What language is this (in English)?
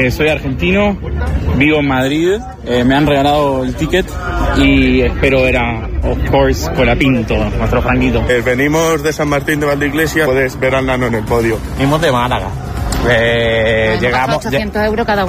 Spanish